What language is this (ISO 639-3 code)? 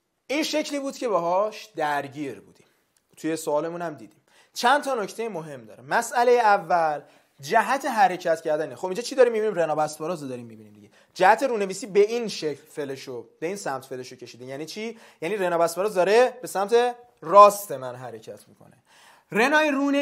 fas